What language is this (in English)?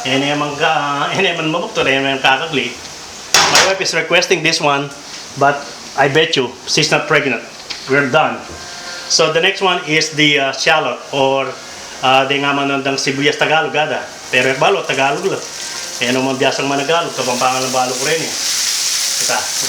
Pampanga